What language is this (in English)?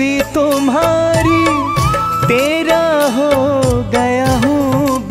Hindi